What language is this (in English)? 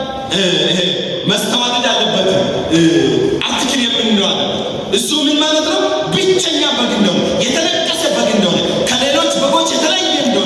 Amharic